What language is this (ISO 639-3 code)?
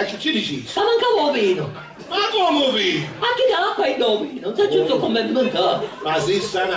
scn